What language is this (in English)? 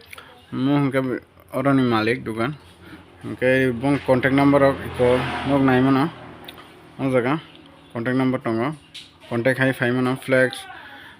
Kok Borok